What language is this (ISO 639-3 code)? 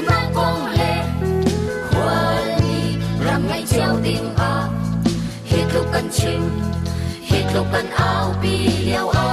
cnh